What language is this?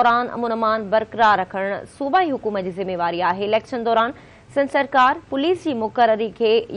Sindhi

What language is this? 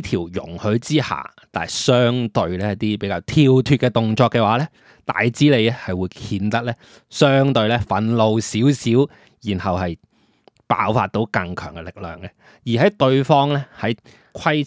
Cantonese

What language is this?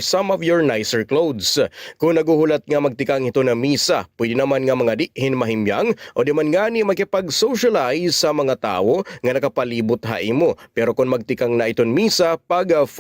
Waray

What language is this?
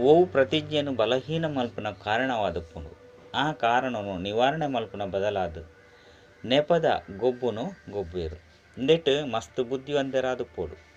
Tulu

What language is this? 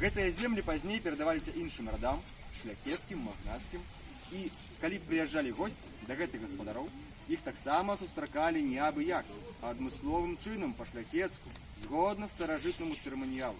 Belarusian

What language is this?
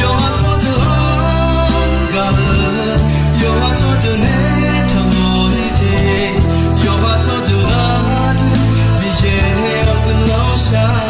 Akha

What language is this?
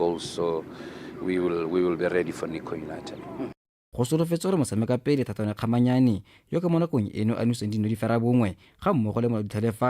Tswana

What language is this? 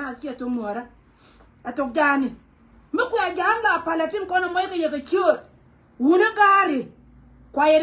Nuer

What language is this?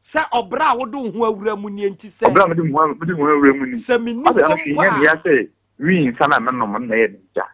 Akan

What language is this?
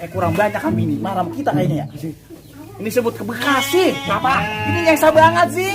Betawi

